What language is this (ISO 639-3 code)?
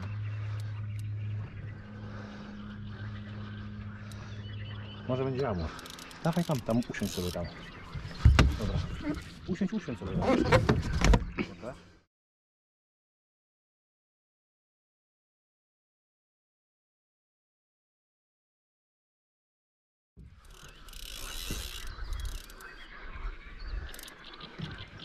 pol